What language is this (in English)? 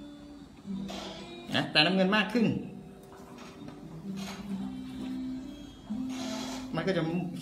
Thai